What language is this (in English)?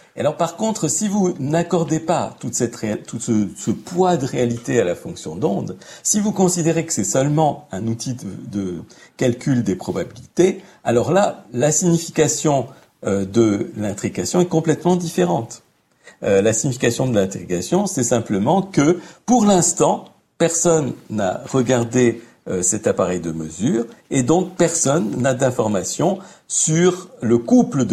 French